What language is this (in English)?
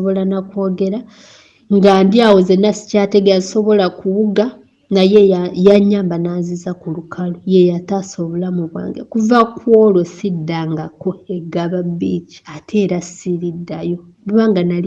Ganda